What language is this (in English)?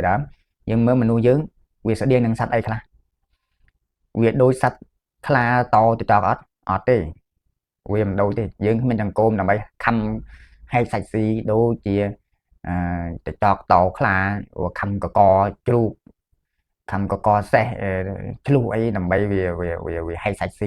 Khmer